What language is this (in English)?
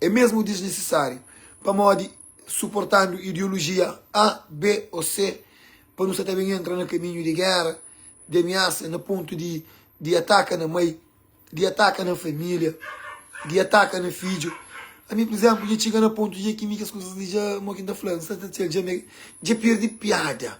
Kabuverdianu